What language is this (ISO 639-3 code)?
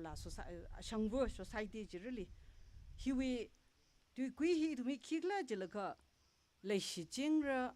nmf